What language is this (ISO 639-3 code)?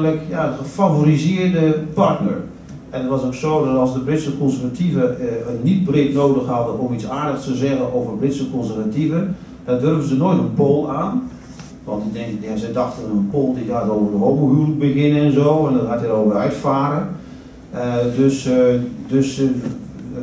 nld